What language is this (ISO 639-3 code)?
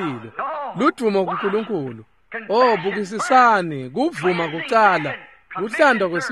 ssw